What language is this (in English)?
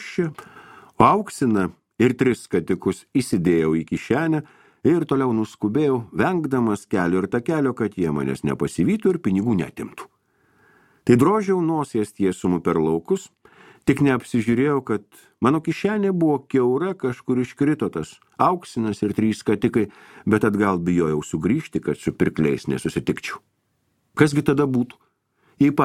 Lithuanian